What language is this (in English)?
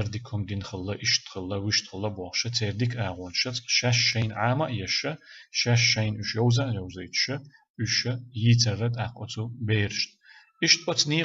Chechen